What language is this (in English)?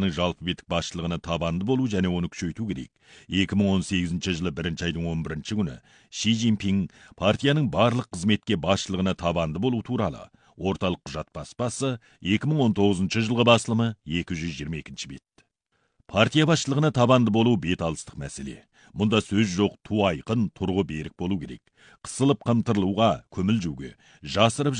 Kazakh